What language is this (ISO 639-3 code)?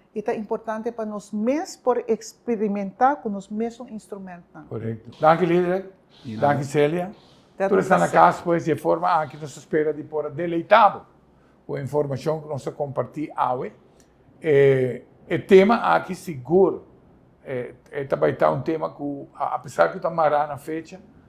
pap